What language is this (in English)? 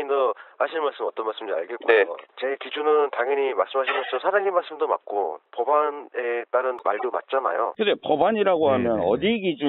Korean